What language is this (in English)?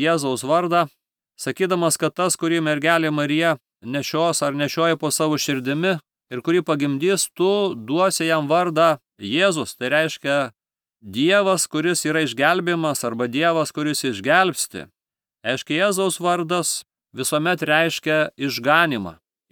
Lithuanian